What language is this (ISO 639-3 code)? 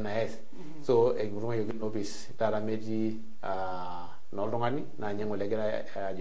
mas